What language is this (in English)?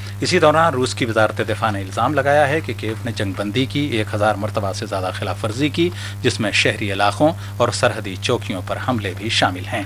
Urdu